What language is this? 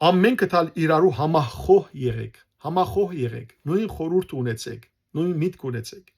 Western Armenian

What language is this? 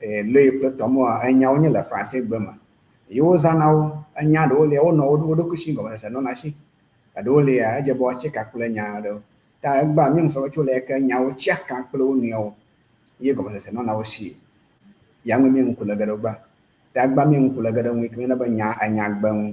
Ewe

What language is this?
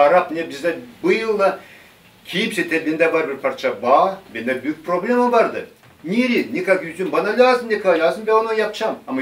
Gagauz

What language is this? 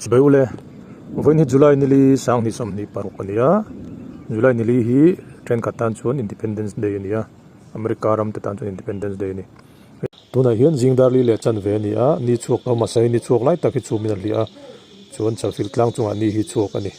Mizo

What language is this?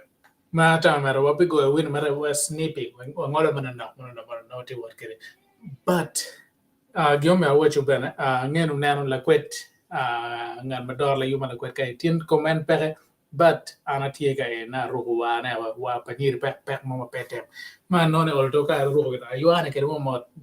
Acoli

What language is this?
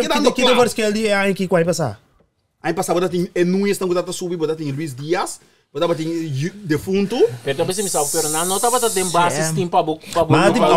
Papiamento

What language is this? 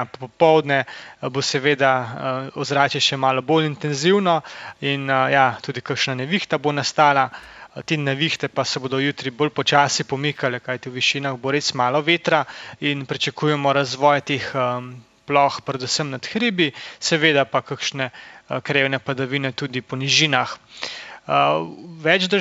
Slovenian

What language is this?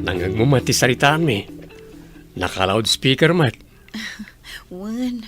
Iloko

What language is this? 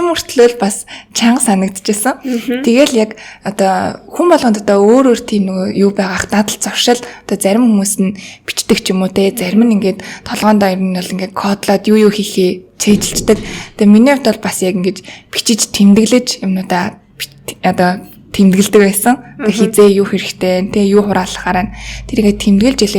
Mongolian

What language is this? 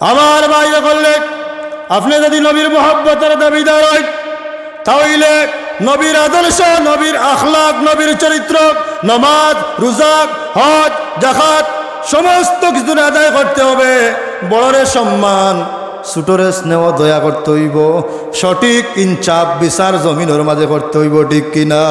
Sylheti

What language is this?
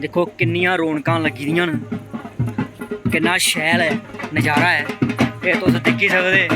Dogri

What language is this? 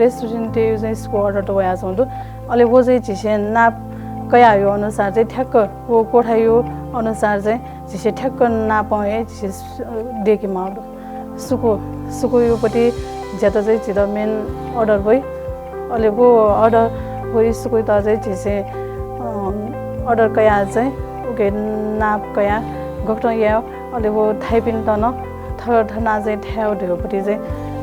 Newari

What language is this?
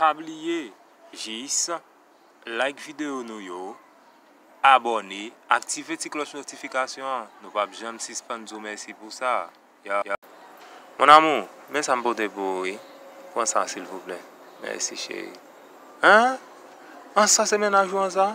Haitian Creole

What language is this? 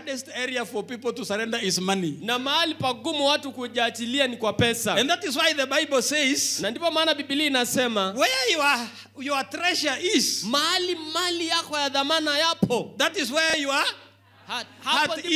Swahili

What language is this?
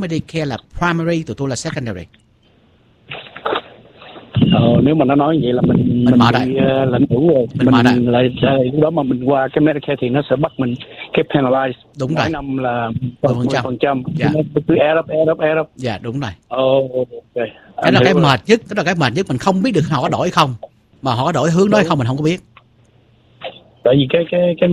Vietnamese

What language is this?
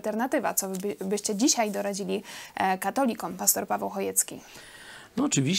Polish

